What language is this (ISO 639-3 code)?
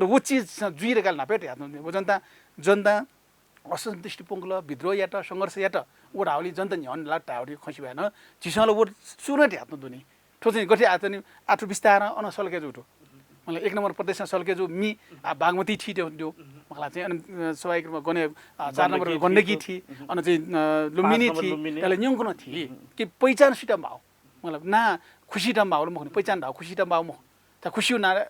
new